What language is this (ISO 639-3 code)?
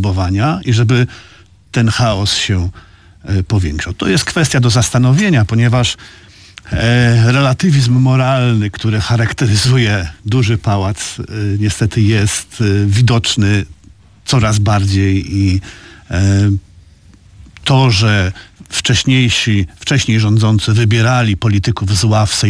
pol